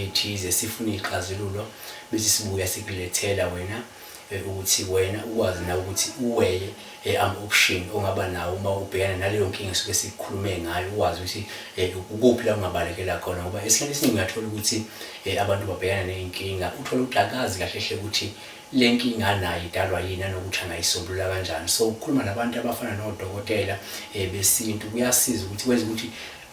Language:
Zulu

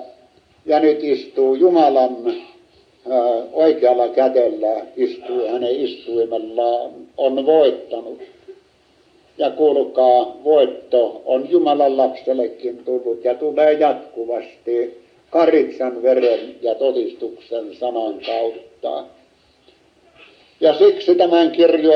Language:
Finnish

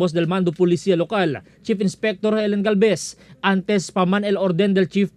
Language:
Chavacano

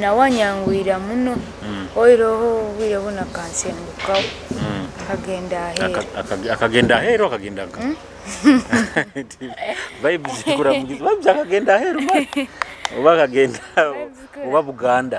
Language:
Nyoro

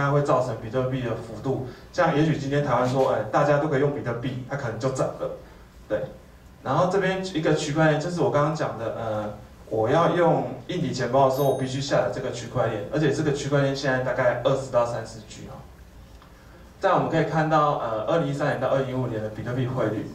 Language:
Chinese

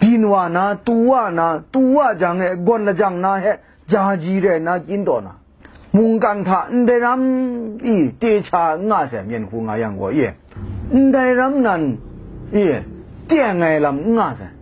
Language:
Kachin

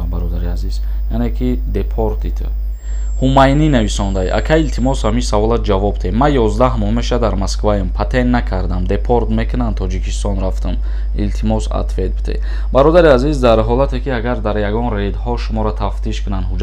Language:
Tajik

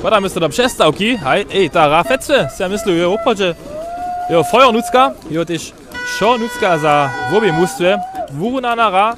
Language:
Upper Sorbian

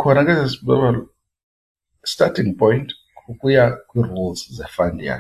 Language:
Xhosa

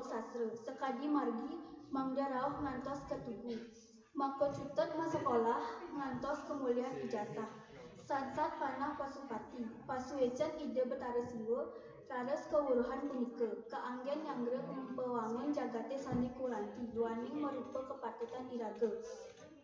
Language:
Balinese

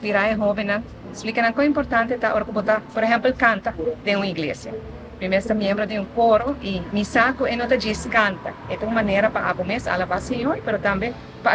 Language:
Papiamento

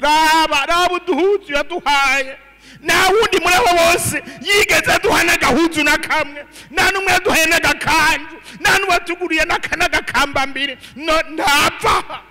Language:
Rundi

